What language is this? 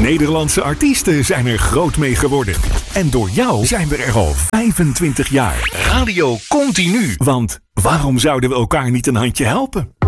Dutch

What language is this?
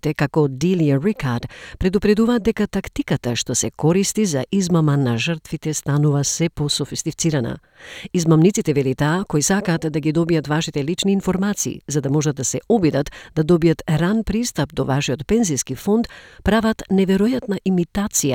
Macedonian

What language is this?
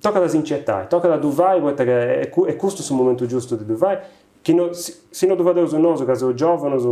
Sardinian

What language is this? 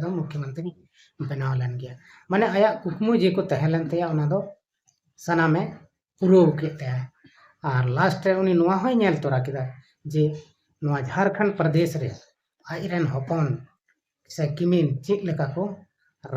Santali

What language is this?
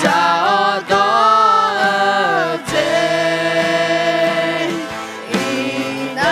Akha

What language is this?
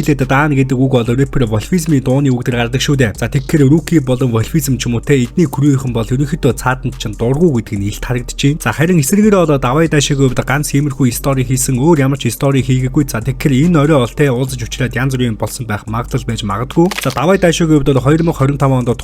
Mongolian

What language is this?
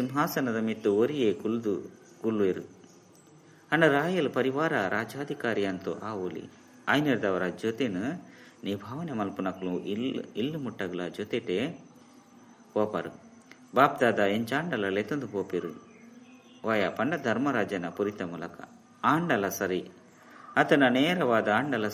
Tulu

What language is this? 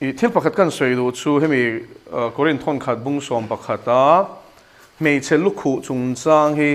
Mizo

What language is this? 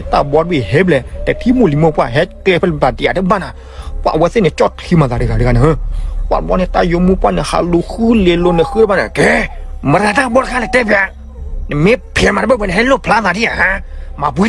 S'gaw Karen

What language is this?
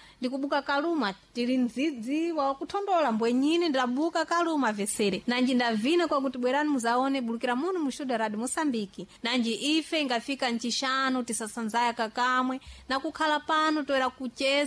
Sena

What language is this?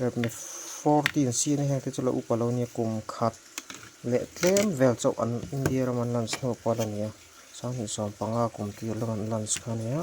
Mizo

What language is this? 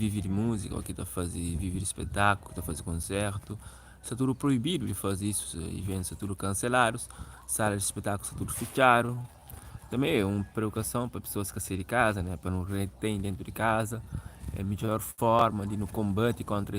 Kabuverdianu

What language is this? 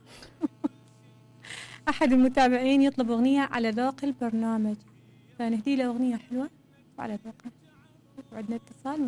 Mesopotamian Arabic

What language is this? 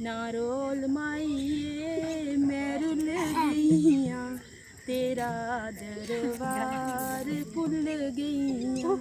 Dogri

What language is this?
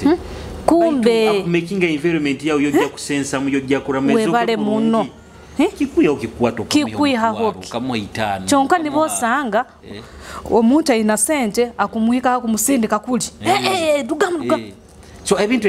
Nyoro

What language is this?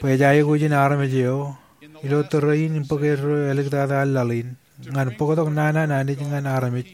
Marshallese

